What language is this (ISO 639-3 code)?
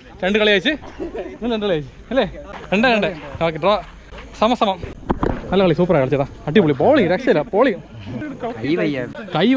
mal